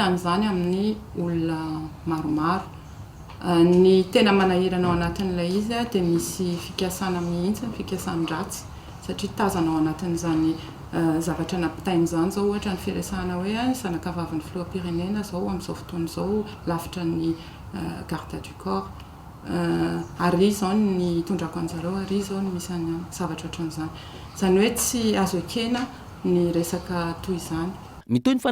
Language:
Malagasy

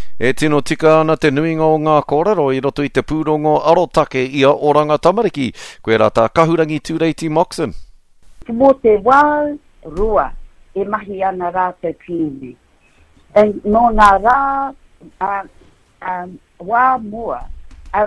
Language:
Māori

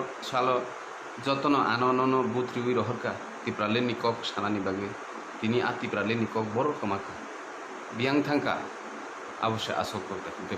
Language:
Kok Borok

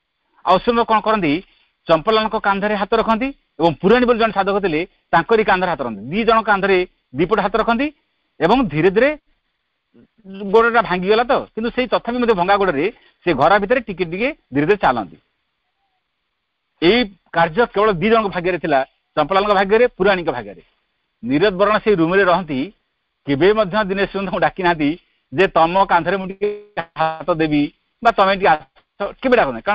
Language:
Odia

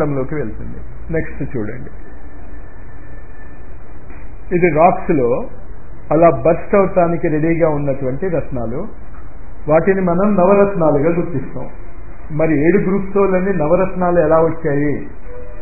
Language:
Telugu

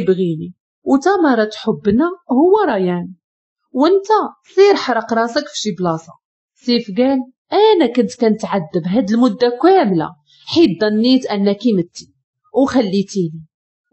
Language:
Moroccan Arabic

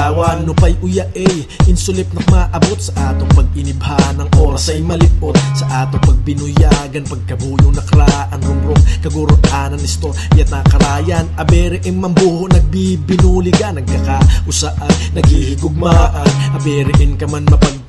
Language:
Bantoanon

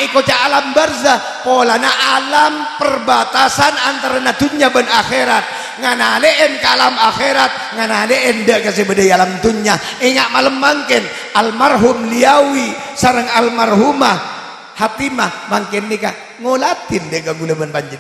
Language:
Madurese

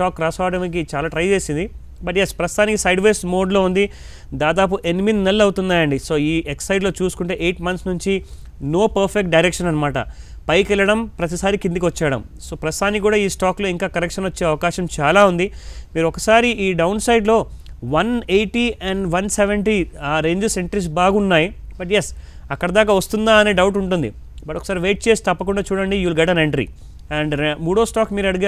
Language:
Telugu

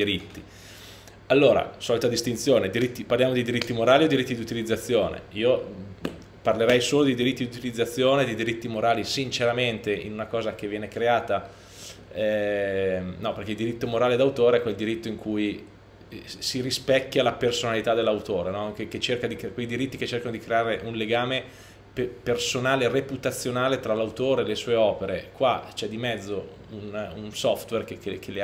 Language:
Italian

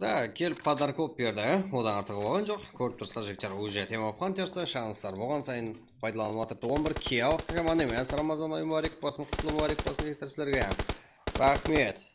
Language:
Kara-Kalpak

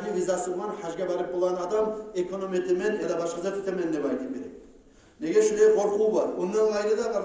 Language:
Kumyk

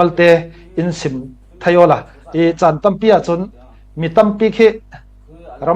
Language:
Falam Chin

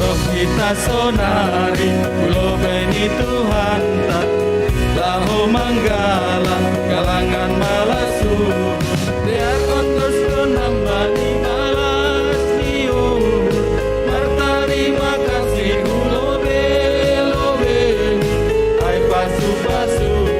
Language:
Batak Simalungun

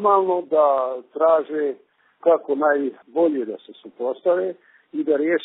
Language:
Bosnian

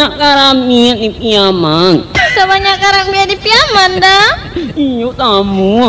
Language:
Minangkabau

